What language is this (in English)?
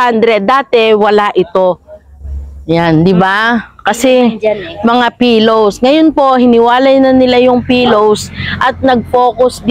Filipino